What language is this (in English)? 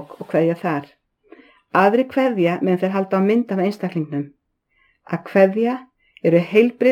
Icelandic